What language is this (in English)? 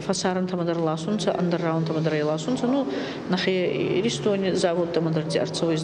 Ossetic